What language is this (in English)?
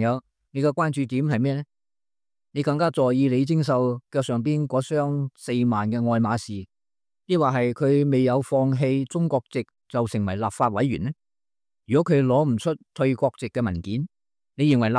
Cantonese